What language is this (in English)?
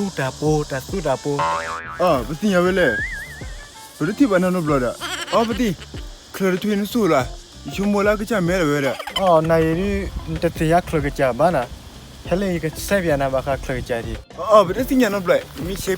S'gaw Karen